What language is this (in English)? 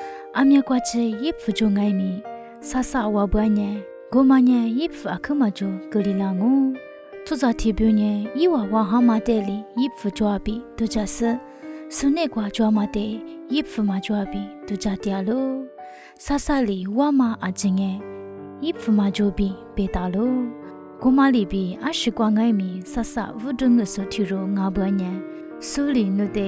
Lisu